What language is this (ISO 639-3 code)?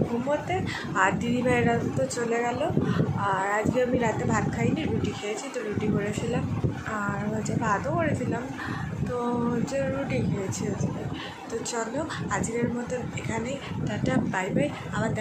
ben